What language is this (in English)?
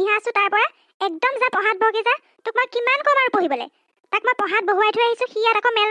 Assamese